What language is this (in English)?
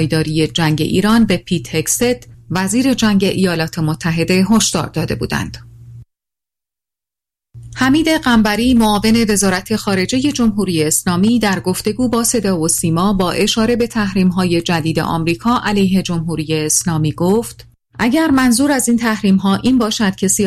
Persian